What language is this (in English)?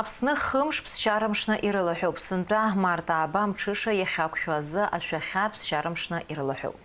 Abkhazian